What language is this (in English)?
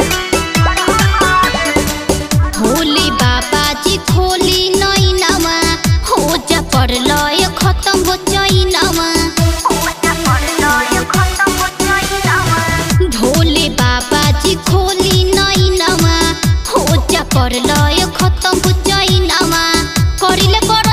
Bhojpuri